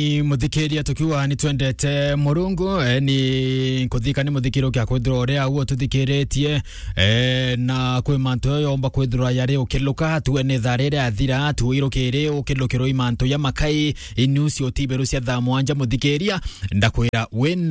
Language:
Meru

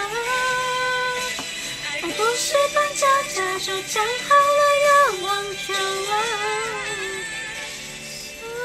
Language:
Chinese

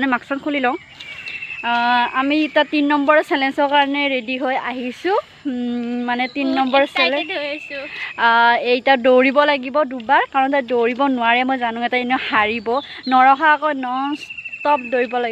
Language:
Assamese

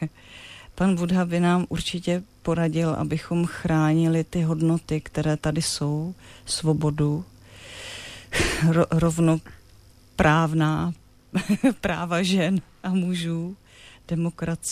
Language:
Czech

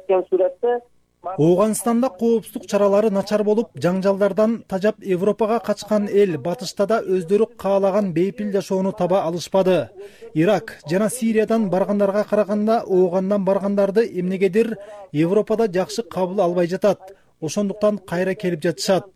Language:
Kyrgyz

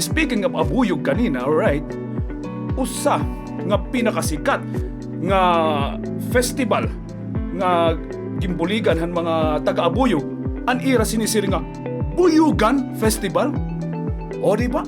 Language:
Waray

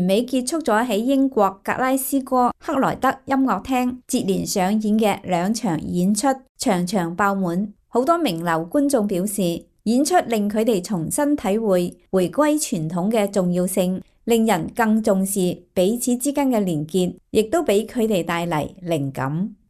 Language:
Cantonese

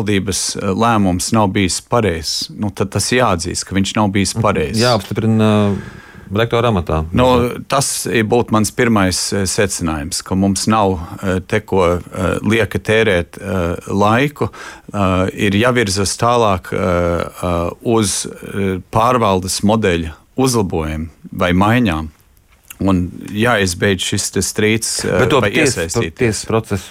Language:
Latvian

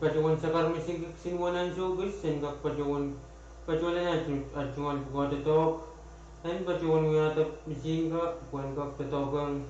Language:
Pohnpeian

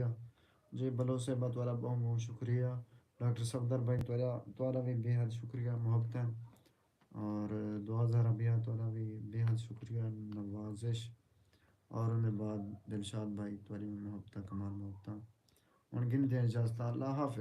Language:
Saraiki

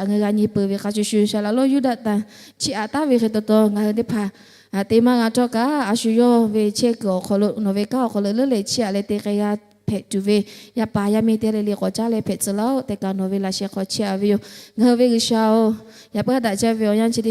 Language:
Lahu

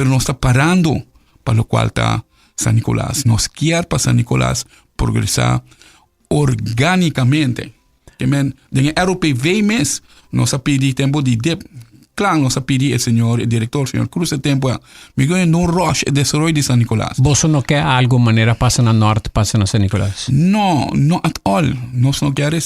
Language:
Papiamento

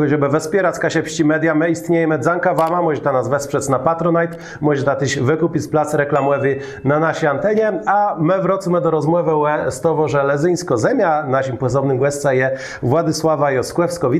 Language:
Kashubian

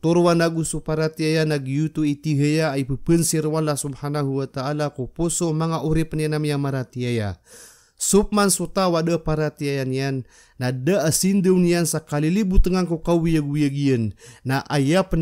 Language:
Maranao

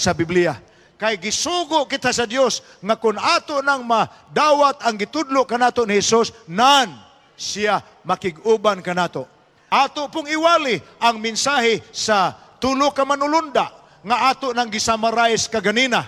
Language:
Cebuano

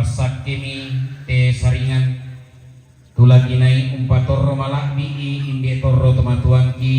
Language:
Toraja-Sa'dan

